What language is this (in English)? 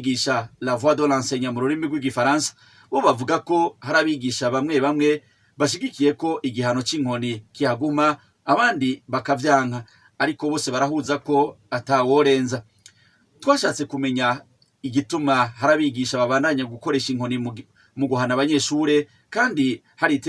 Rundi